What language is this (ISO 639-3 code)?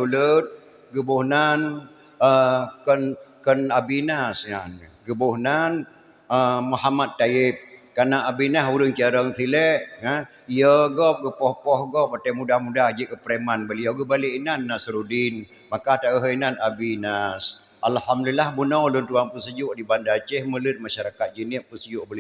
ace